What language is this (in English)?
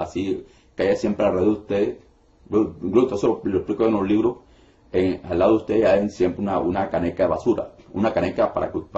Spanish